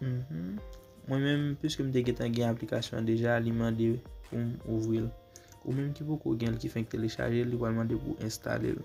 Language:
Haitian Creole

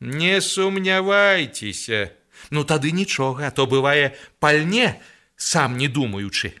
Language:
Belarusian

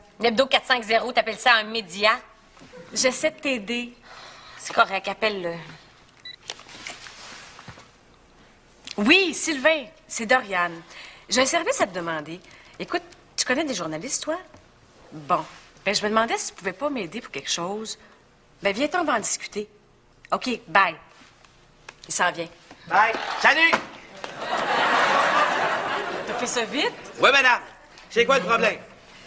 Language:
French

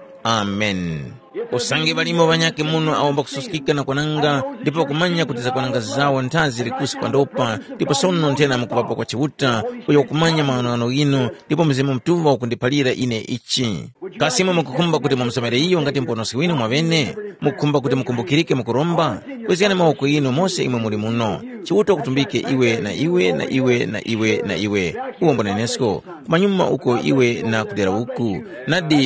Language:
Tumbuka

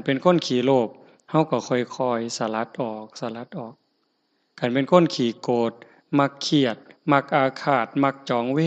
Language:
Northeastern Thai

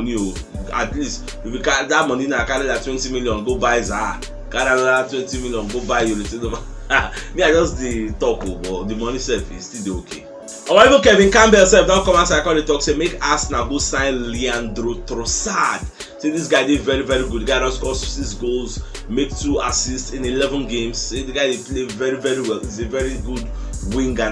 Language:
Nigerian Pidgin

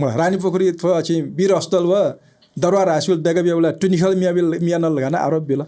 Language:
Newari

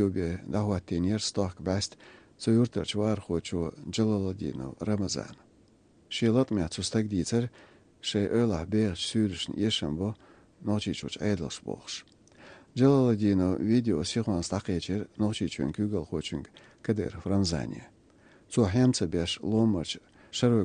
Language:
Chechen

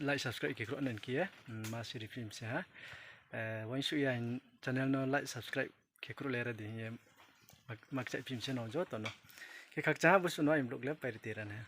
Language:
Riang (India)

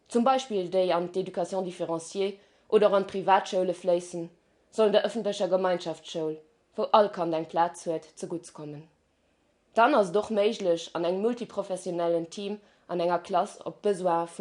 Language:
Luxembourgish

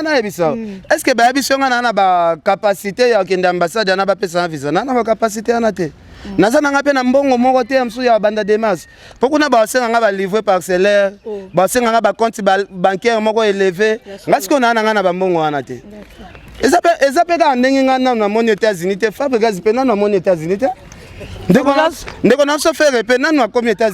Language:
Lingala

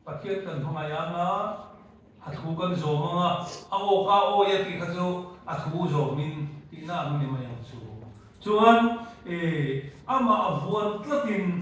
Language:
Mizo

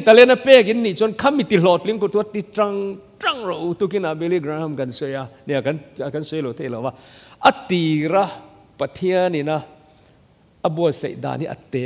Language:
Mizo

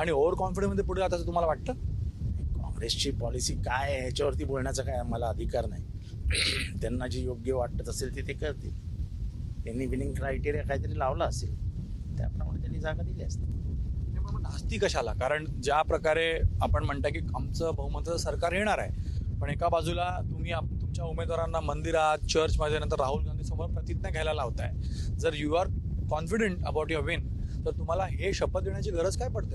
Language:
Marathi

